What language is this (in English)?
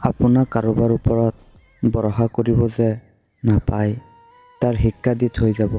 Assamese